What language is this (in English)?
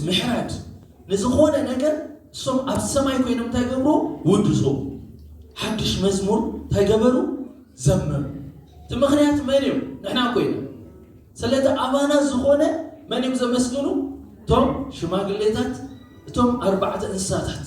Tigrinya